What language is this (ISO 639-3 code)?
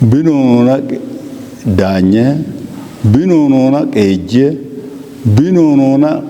kbr